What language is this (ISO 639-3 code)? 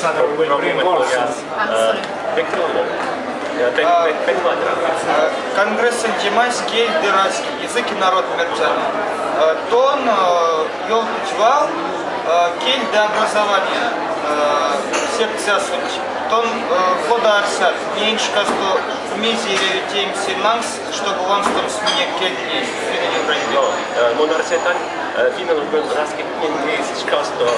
myv